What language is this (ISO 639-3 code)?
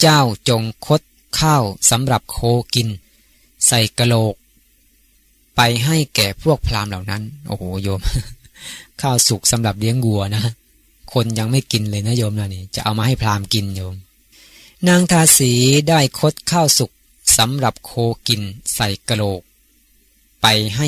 tha